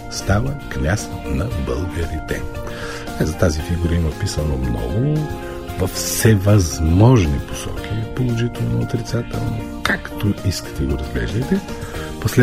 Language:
Bulgarian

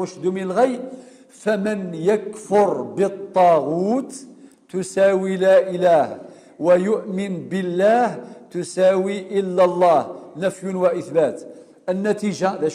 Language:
Kabyle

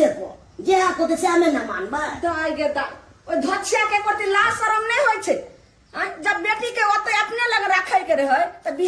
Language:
Maithili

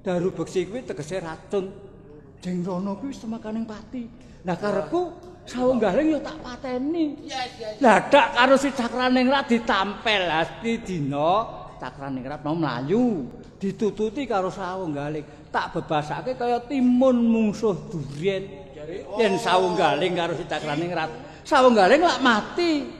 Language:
Javanese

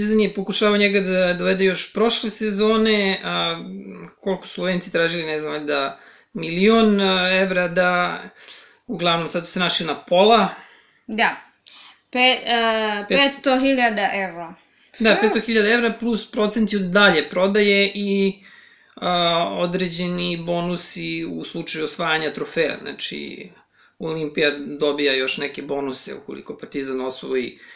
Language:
Serbian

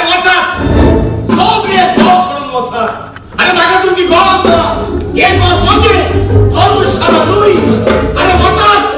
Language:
Konkani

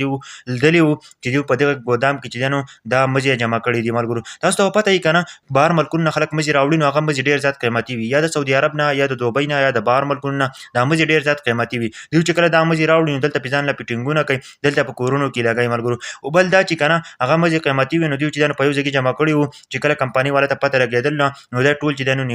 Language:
Pashto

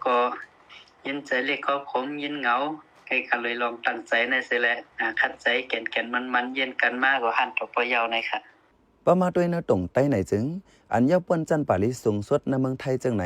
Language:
Shan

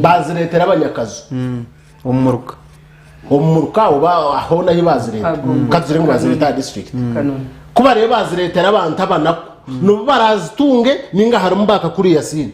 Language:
Nyankole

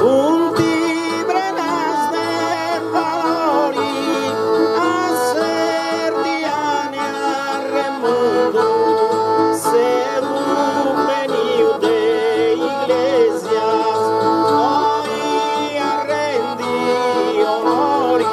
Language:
Sardinian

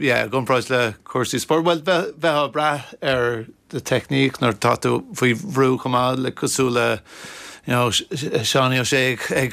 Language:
Irish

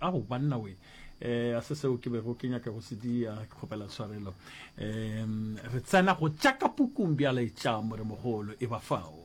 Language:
Northern Sotho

